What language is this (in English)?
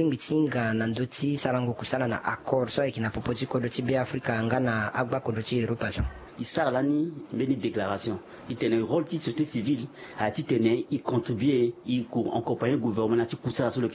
Sango